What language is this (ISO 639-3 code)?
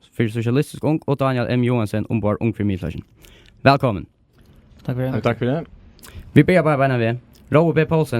fao